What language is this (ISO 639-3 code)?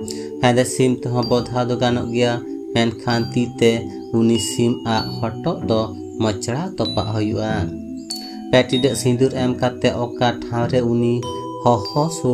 sat